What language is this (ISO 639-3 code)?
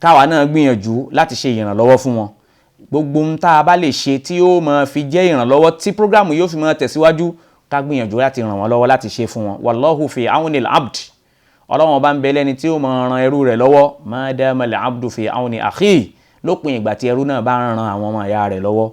yor